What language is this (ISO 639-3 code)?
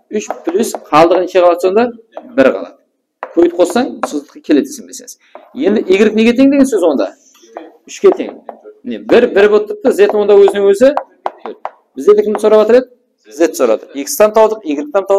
kaa